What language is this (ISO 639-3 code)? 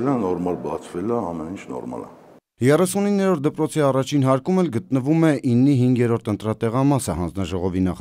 hye